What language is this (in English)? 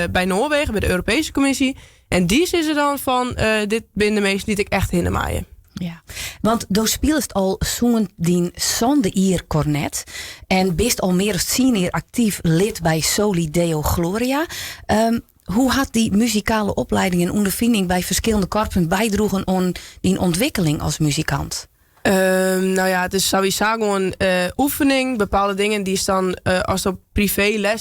Western Frisian